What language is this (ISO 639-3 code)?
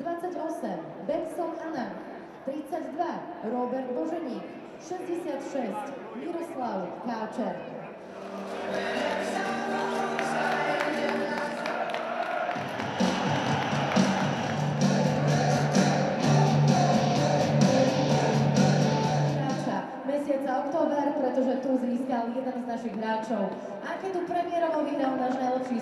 slk